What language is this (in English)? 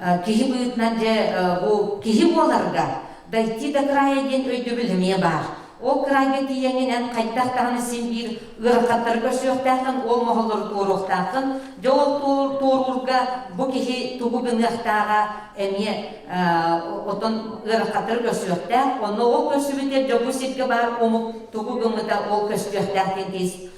Yakut